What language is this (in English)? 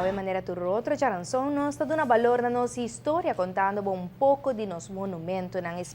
Papiamento